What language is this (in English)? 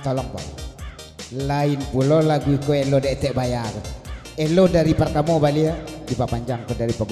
Minangkabau